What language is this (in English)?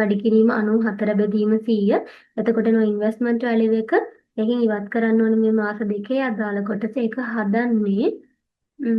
Sinhala